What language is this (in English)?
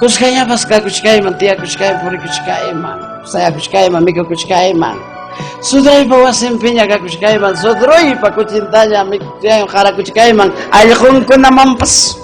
Ayacucho Quechua